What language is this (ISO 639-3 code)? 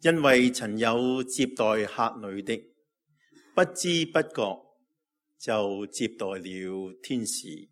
yue